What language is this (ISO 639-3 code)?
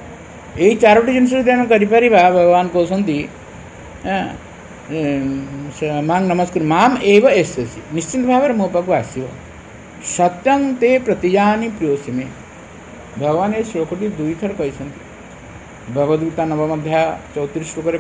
ori